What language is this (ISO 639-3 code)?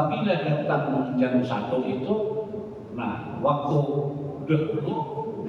bjn